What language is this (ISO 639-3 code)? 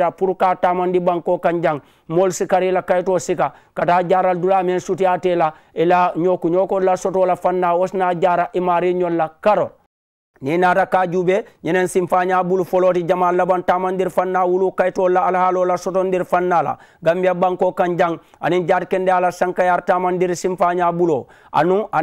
man